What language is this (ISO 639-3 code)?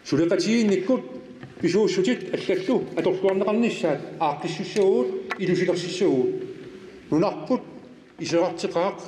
kal